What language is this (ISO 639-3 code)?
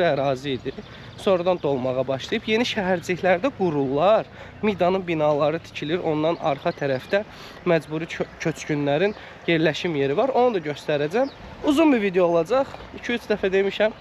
aze